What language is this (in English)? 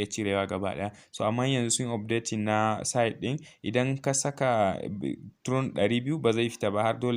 Hausa